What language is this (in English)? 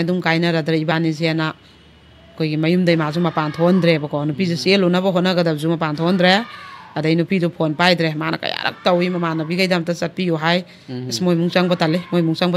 Manipuri